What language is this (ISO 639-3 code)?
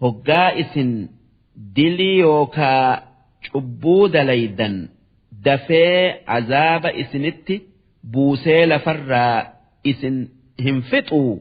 orm